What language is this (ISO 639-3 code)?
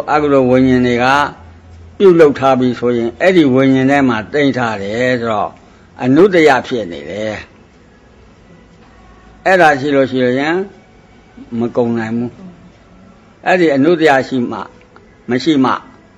mya